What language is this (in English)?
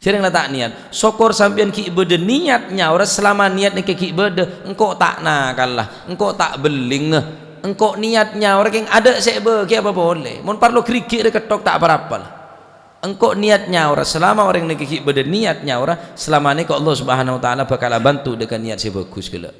Madurese